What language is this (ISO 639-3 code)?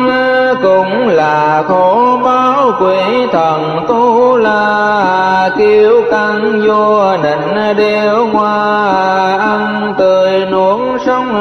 vie